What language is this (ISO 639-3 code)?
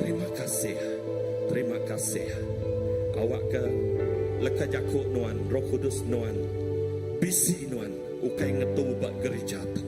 iba